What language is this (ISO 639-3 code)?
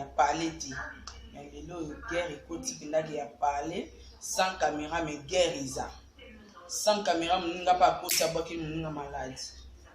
lin